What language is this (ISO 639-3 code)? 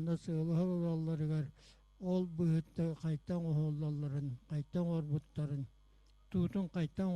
sah